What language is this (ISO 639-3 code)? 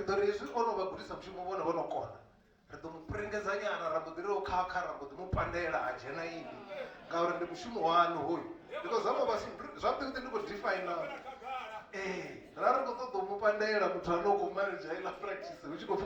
ven